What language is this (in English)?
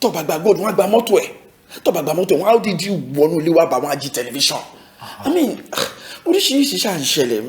Yoruba